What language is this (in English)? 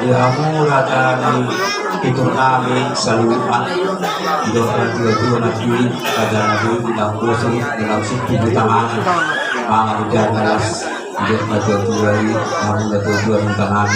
Batak Toba